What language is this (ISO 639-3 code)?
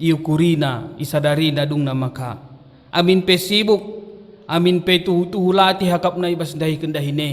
btx